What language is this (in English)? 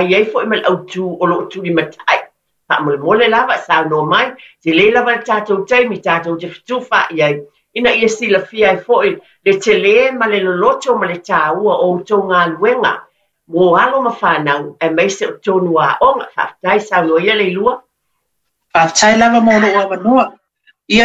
Samoan